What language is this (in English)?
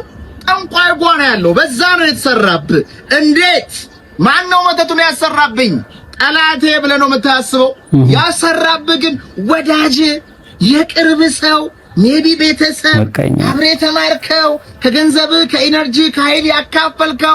Amharic